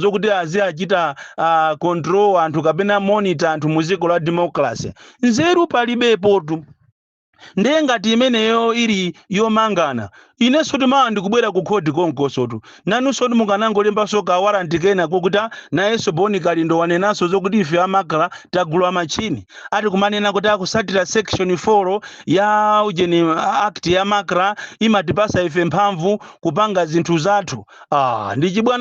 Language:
Nyanja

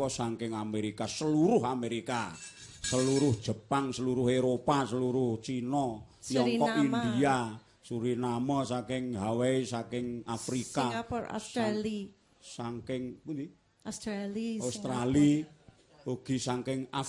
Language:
Javanese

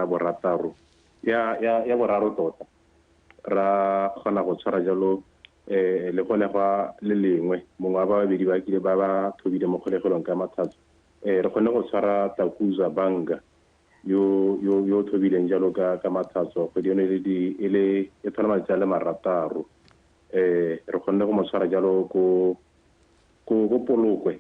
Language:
Tswana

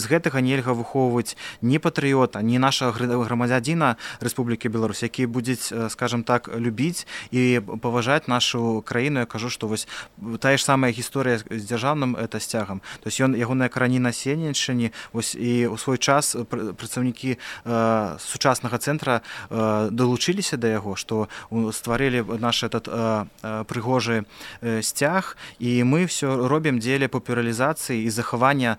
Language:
Belarusian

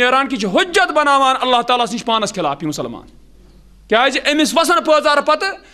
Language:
Kashmiri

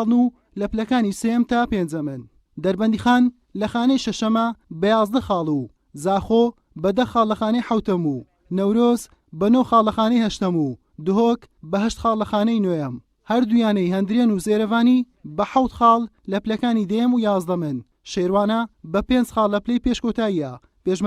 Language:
Central Kurdish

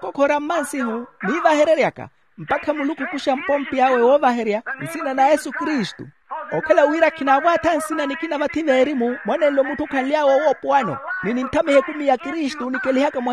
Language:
Makhuwa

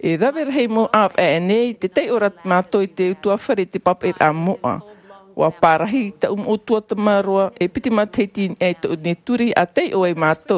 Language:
Tahitian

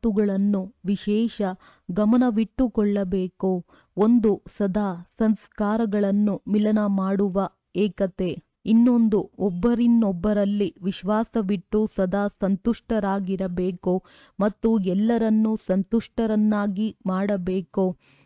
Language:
Kannada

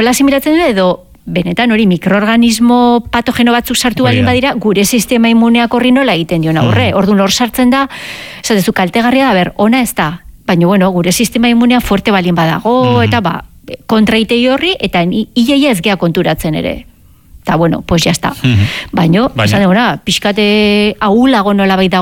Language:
Basque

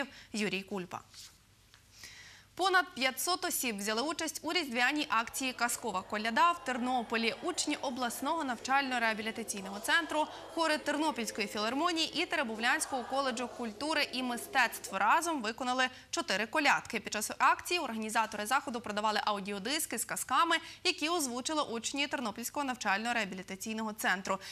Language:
Ukrainian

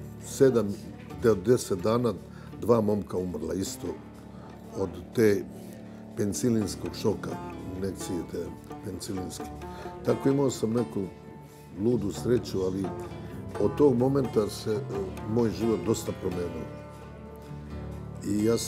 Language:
Serbian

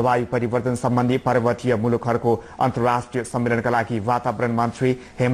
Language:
Nepali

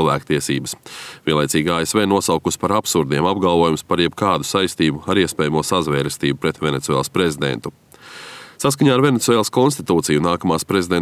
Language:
Latvian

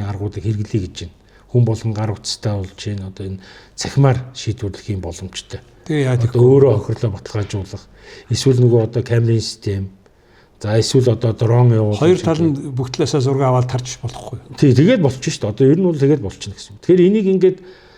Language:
Mongolian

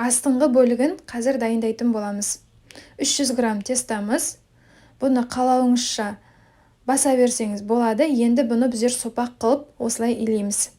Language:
Kazakh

